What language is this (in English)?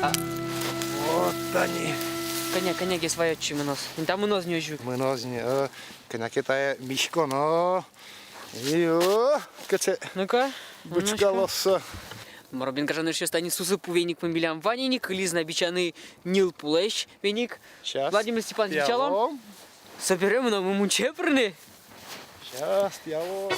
Udmurt